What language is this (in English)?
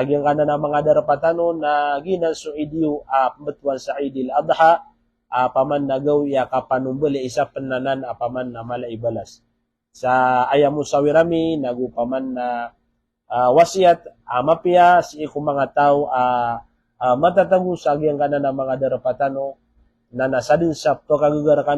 Maranao